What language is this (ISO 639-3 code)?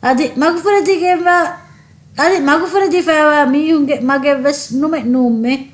div